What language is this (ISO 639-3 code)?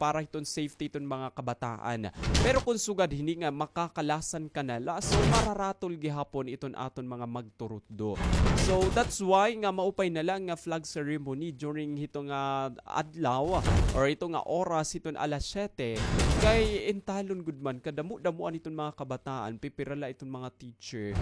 war